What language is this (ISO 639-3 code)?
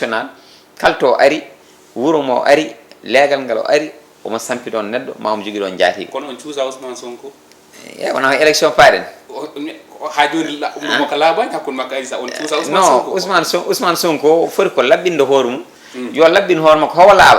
ful